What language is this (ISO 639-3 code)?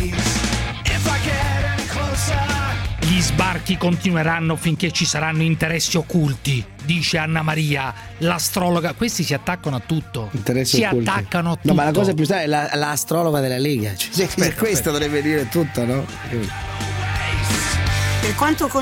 ita